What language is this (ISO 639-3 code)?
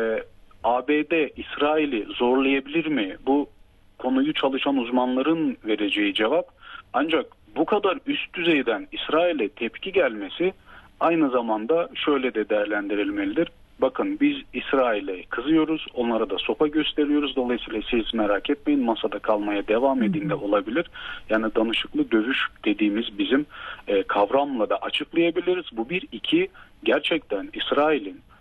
tur